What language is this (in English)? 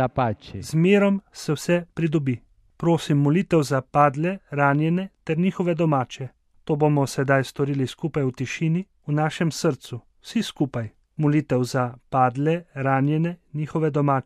Slovenian